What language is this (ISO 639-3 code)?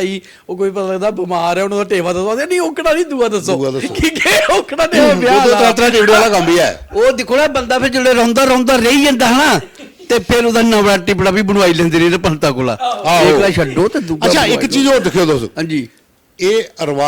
doi